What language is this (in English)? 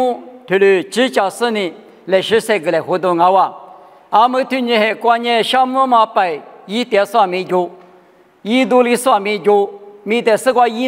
Lisu